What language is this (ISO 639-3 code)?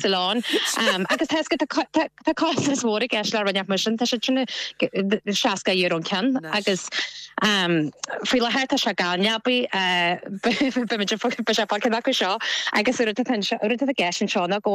gle